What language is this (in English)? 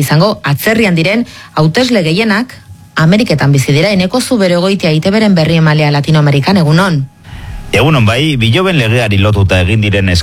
Basque